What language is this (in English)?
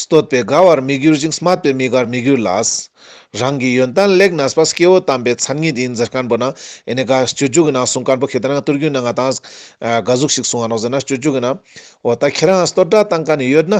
Ladakhi